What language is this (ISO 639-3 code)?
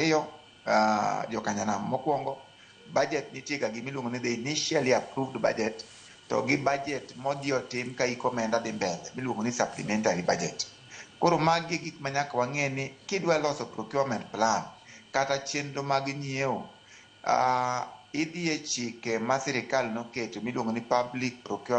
luo